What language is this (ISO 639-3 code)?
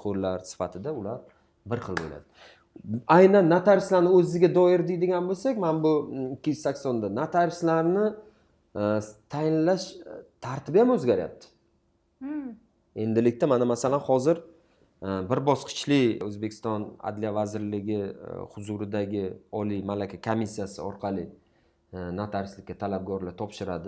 uzb